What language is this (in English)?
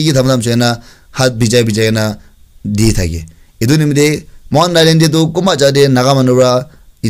Naga Pidgin